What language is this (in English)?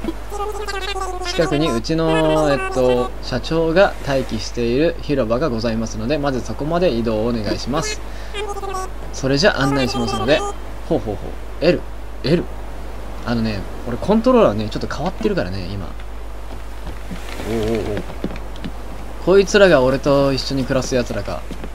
Japanese